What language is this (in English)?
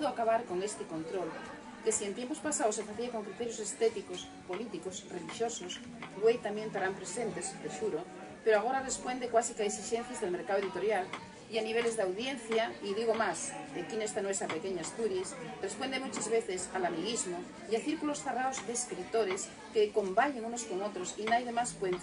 Asturian